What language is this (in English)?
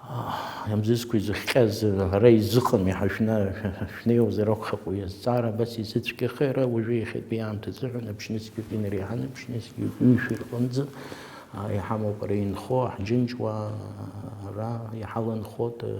Abkhazian